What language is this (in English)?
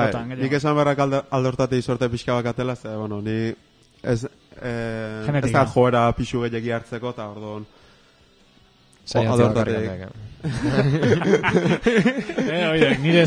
Basque